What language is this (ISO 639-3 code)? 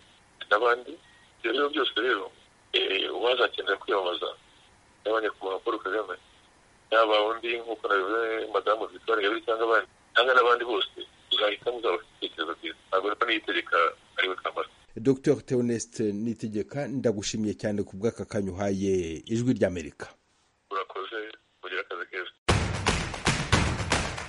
kin